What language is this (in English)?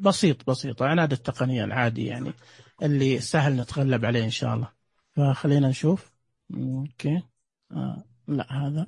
Najdi Arabic